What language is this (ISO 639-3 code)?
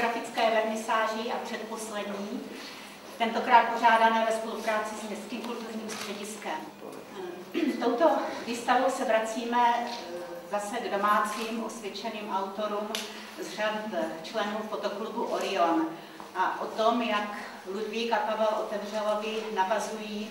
ces